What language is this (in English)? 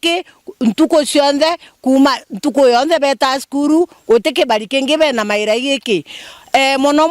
Meru